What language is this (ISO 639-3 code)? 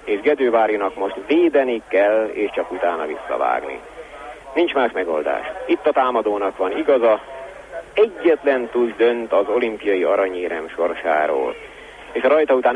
hun